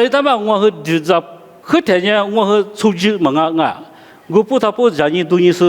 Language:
Lisu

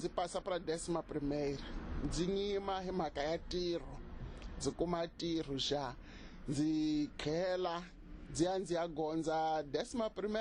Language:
Tsonga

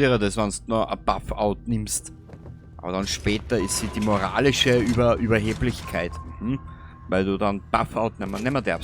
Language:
Bavarian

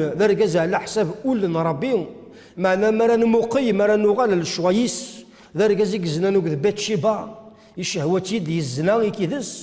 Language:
Kabyle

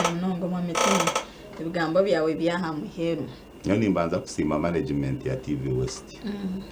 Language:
Nyankole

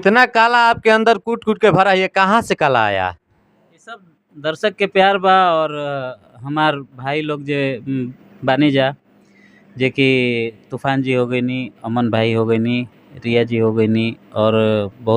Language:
Bhojpuri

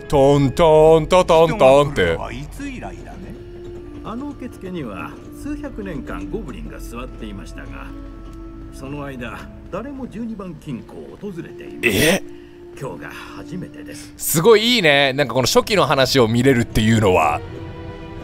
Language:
Japanese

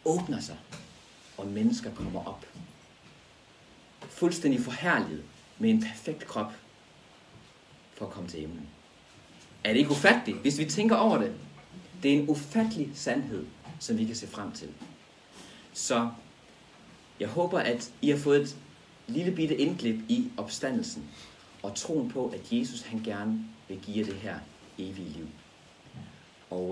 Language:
Danish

